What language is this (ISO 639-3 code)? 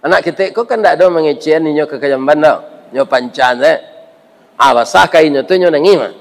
min